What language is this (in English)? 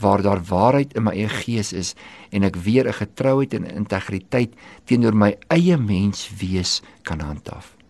Afrikaans